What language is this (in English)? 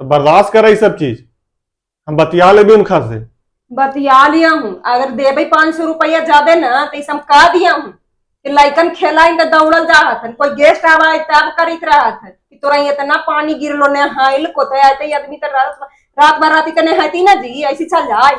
Magahi